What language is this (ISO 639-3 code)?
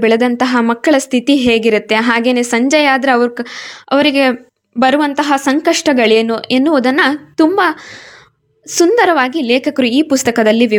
kan